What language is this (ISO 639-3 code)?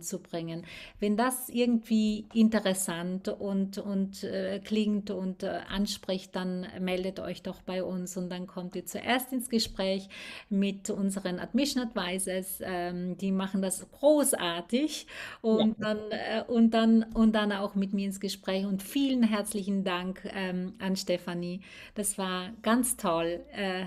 deu